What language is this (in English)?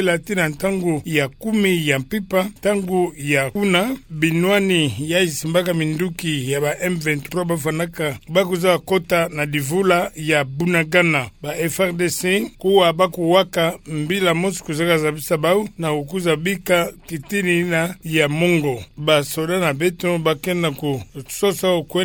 Kituba (Democratic Republic of Congo)